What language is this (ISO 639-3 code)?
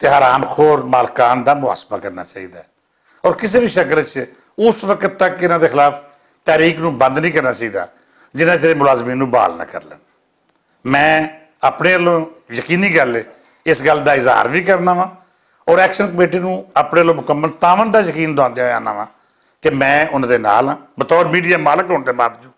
lah